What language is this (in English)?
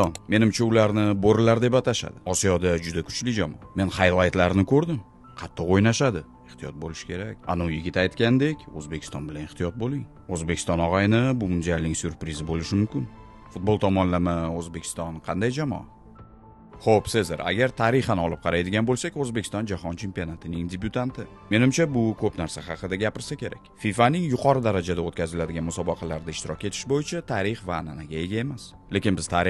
Uzbek